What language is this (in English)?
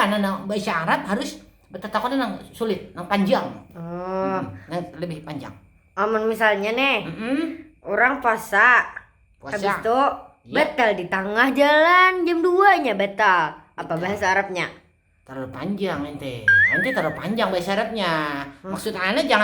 Banjar